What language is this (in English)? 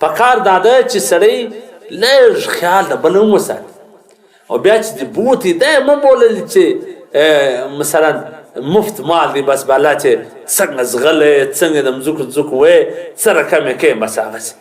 Pashto